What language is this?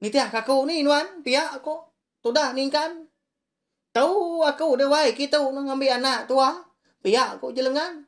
Iban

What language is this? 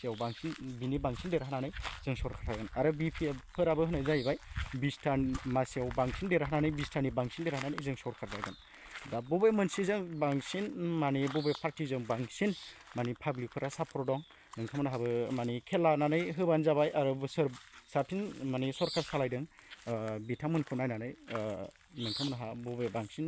Bodo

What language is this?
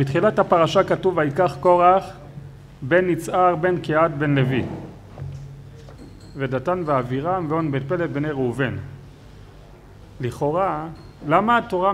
Hebrew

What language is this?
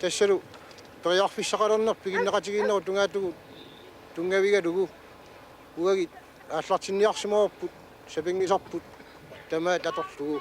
Kalaallisut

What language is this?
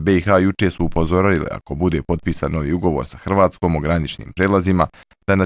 Bosnian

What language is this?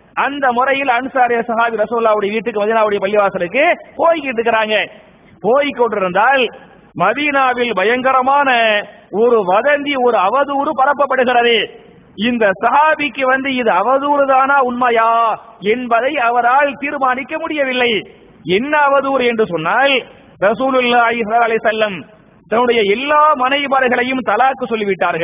Tamil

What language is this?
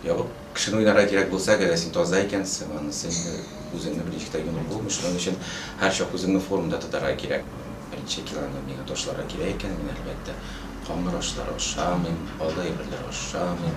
Tatar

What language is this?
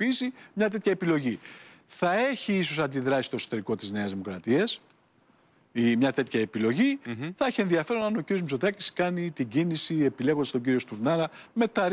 Greek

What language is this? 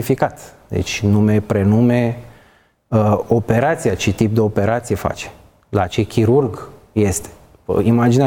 Romanian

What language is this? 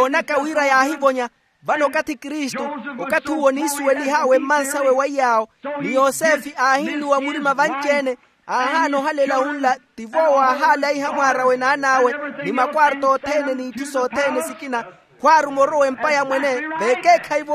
Makhuwa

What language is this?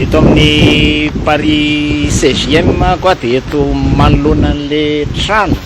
Malagasy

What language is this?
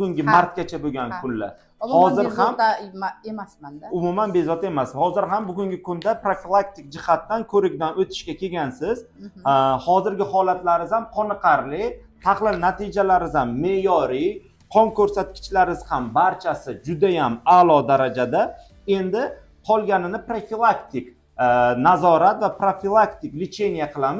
Uzbek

